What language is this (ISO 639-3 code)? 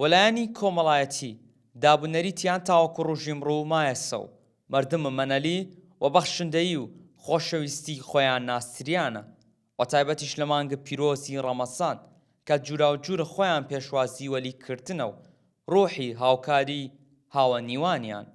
sdh